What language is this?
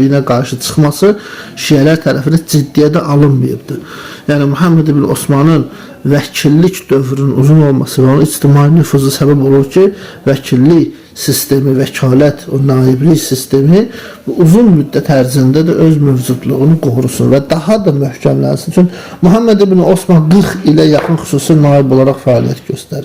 Azerbaijani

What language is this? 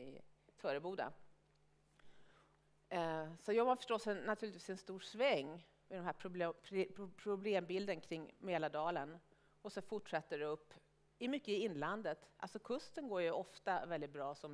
Swedish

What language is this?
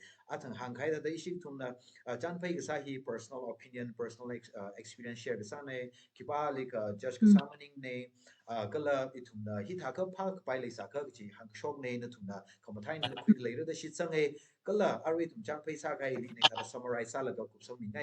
Tangkhul Naga (India)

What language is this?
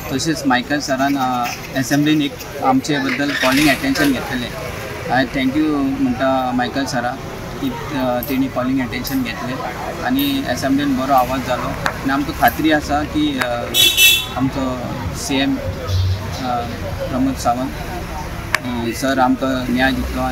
Konkani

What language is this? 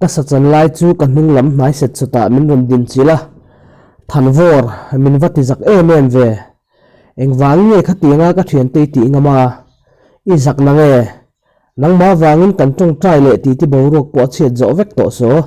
Mizo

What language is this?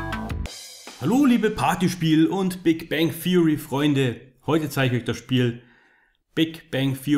German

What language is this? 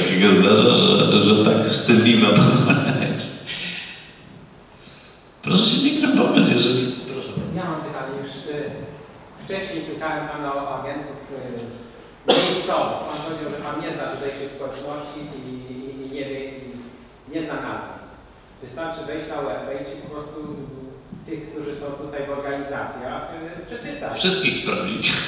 Polish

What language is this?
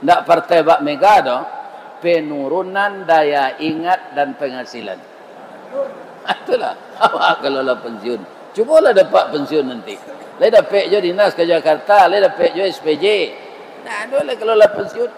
Minangkabau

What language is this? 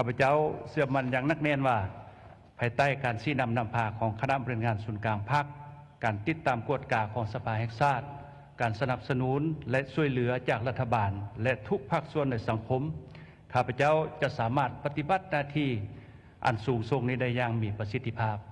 Lao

